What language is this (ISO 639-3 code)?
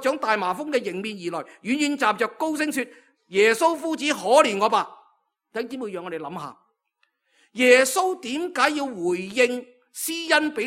yue